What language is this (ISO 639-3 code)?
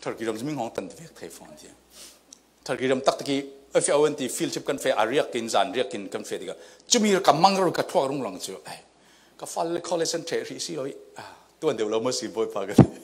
cfm